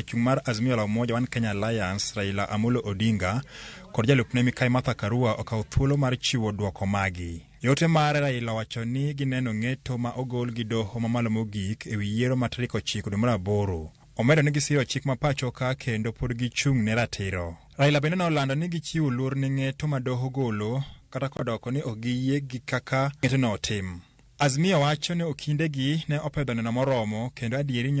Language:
Luo (Kenya and Tanzania)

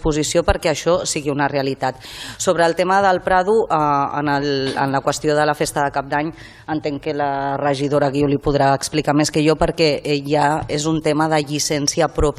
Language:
Catalan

